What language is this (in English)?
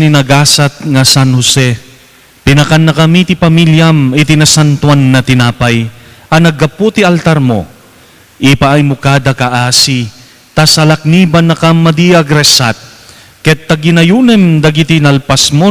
Iloko